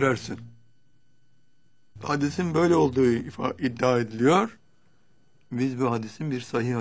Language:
Turkish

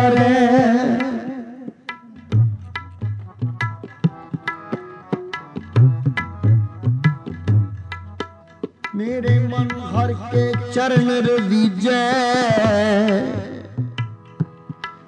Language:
Punjabi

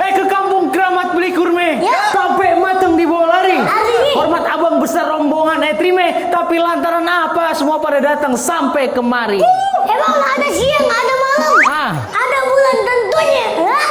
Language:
Betawi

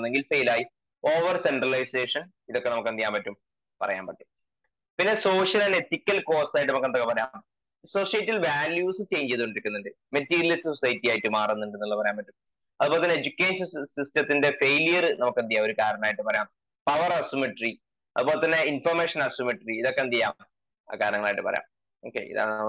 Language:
Malayalam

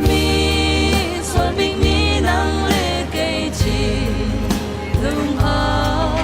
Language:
Hakha Chin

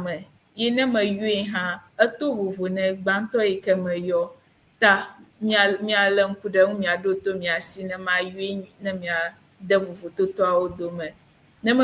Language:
Ewe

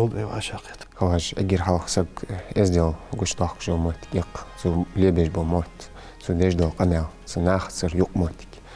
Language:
Ingush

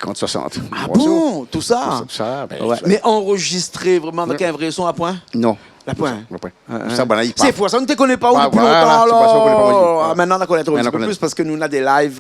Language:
Réunion Creole French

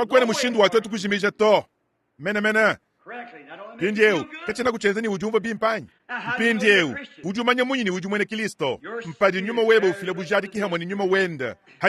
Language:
Luba-Lulua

